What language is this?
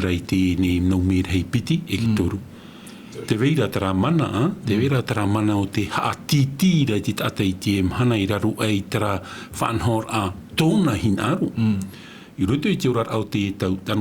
Tahitian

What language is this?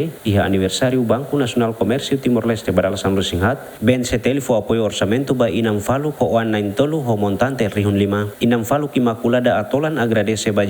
Tetum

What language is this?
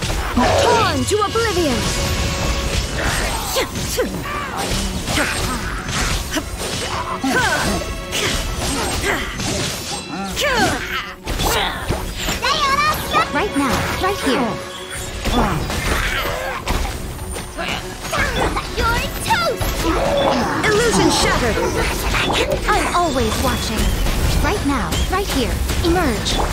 English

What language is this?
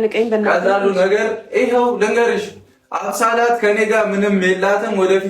Amharic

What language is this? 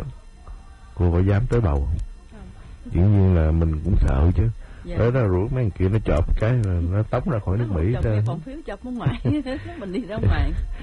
Vietnamese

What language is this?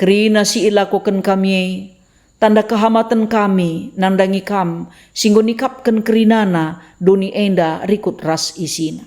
Batak Karo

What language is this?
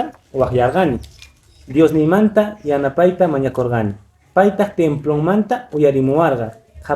Quechua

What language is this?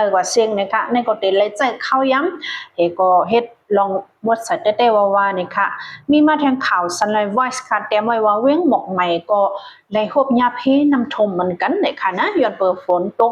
Shan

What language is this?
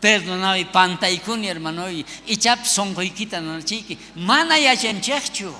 South Bolivian Quechua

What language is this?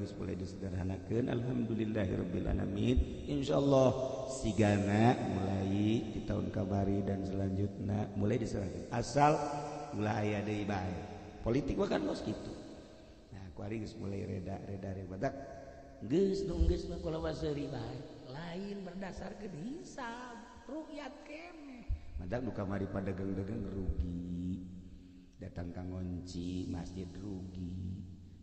Sundanese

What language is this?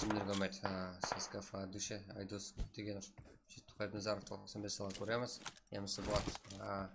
Kara-Kalpak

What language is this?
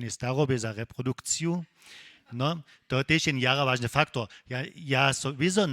Upper Sorbian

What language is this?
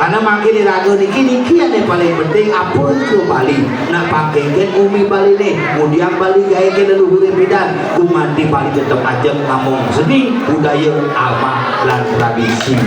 Balinese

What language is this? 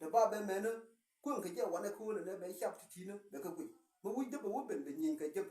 Nuer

